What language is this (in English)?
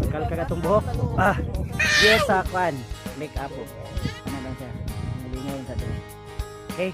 Cebuano